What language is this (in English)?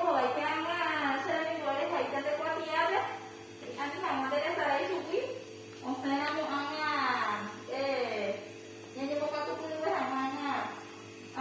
Guarani